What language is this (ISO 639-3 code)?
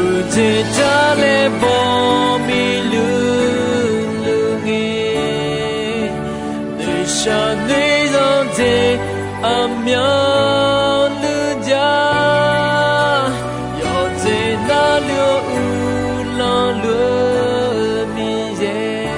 ahk